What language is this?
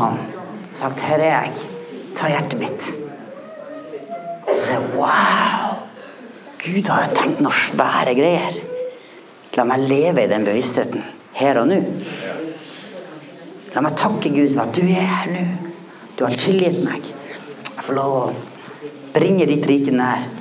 Norwegian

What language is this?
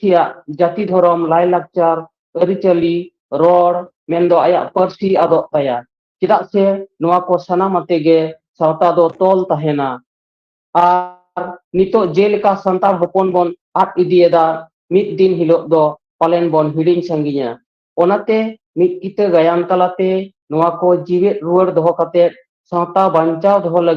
Santali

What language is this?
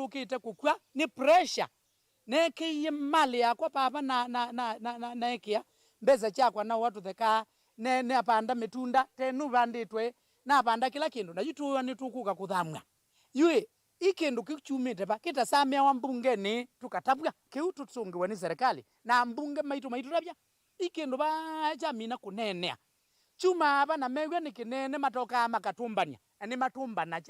Kamba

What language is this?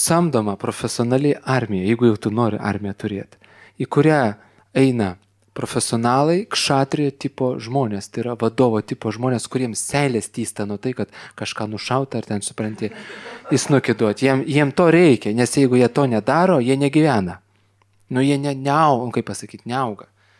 Lithuanian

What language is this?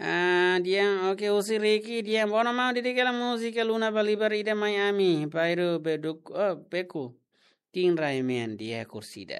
Tetum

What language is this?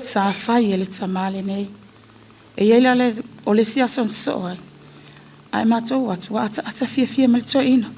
Samoan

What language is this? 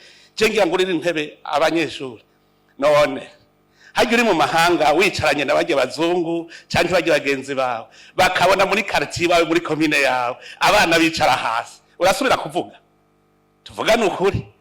Rundi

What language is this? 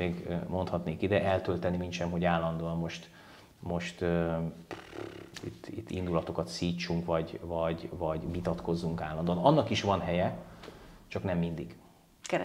Hungarian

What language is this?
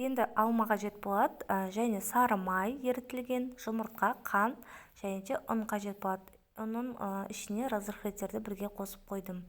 Kazakh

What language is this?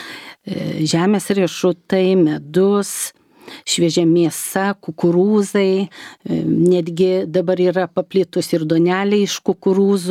Lithuanian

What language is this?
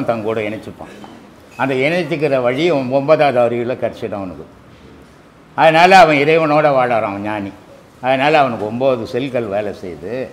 Tamil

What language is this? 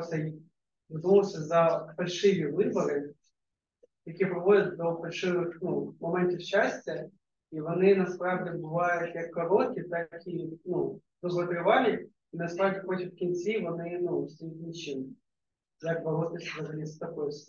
Ukrainian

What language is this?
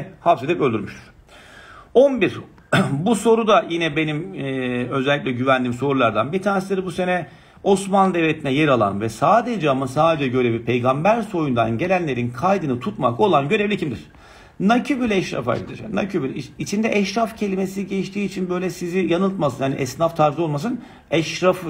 Turkish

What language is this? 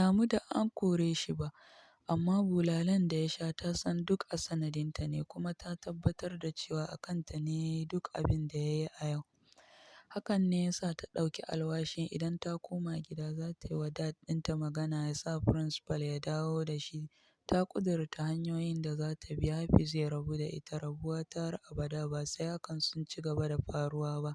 Hausa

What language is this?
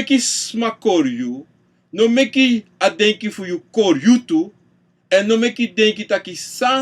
Sranan Tongo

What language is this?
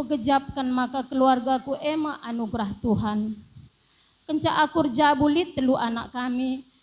Batak Karo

